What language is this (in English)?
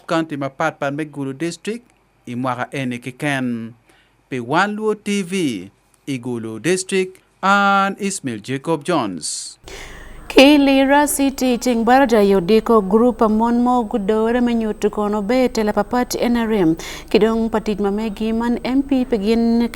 Acoli